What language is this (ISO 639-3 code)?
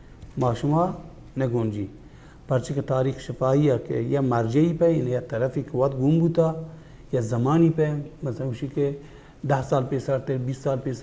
bal